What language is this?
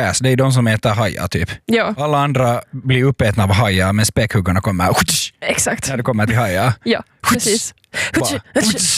Swedish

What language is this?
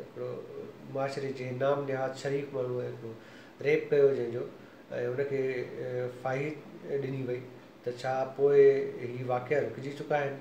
Sindhi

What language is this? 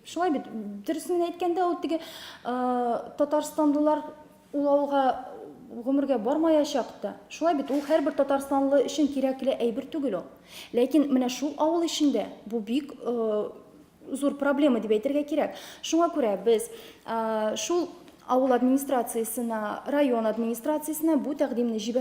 Tatar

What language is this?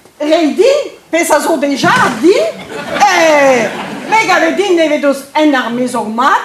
Breton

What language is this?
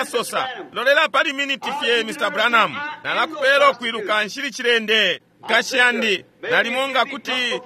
Bemba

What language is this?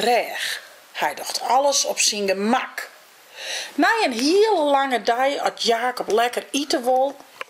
Western Frisian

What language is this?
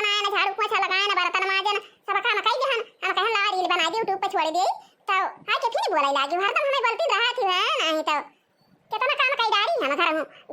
Awadhi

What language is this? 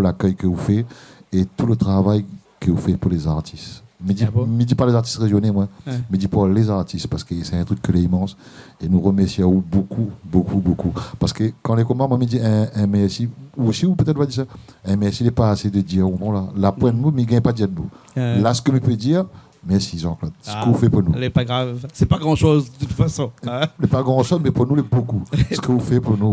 Réunion Creole French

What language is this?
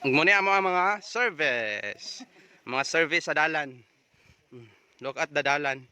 Cebuano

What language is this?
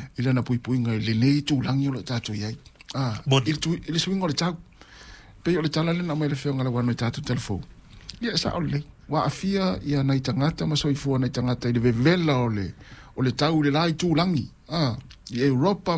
Samoan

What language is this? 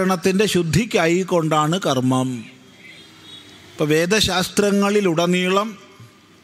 Malayalam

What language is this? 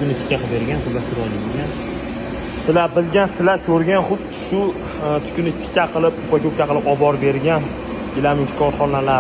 Uzbek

